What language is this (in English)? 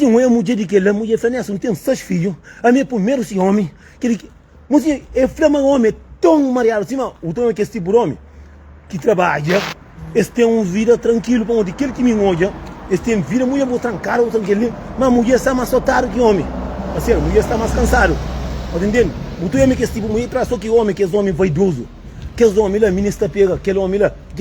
Kabuverdianu